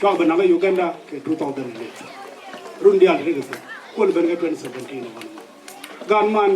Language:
Nuer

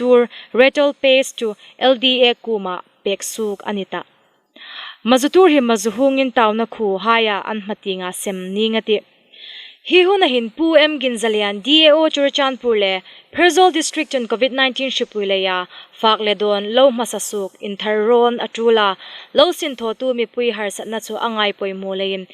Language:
Hmar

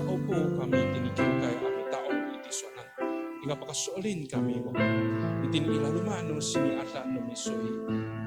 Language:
Amis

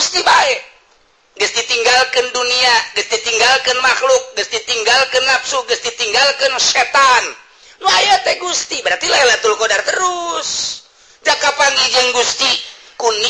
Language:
Sundanese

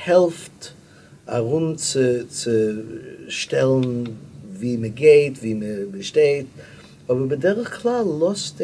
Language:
Yiddish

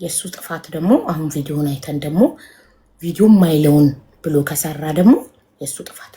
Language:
Amharic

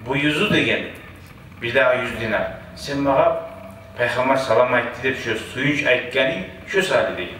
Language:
Kumyk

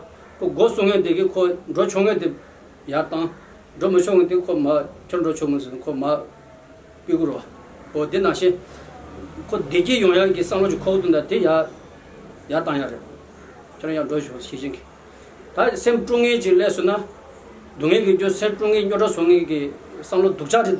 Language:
Tibetan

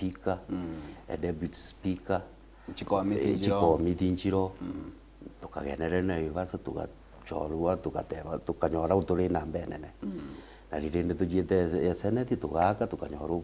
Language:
Gusii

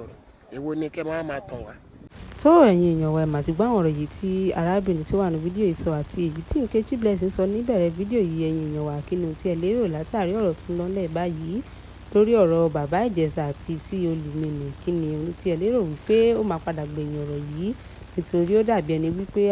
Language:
Yoruba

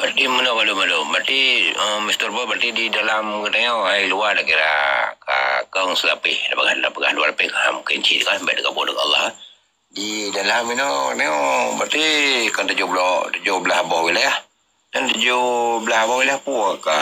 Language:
Achinese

